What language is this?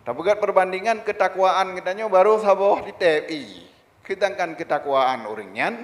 Achinese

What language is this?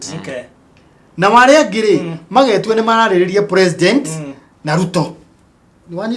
Kikuyu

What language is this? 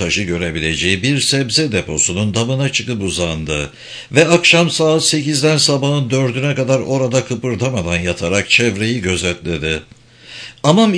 Turkish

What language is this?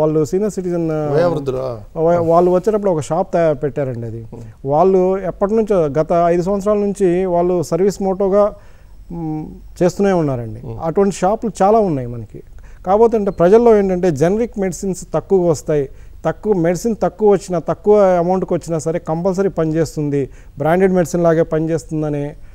Telugu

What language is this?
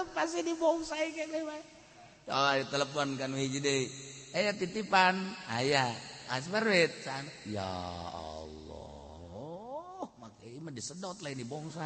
Sundanese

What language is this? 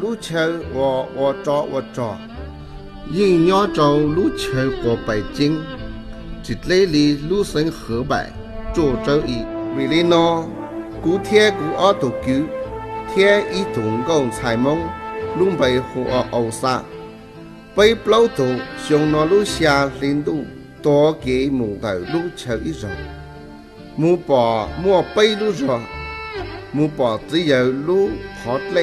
Hmong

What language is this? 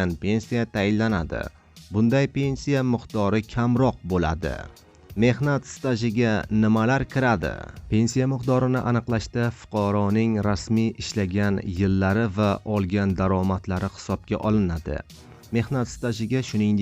Uzbek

